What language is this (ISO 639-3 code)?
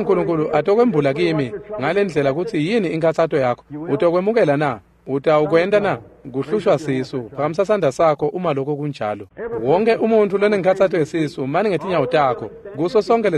ssw